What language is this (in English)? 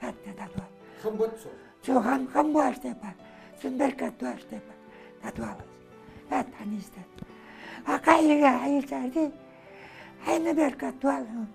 Ingush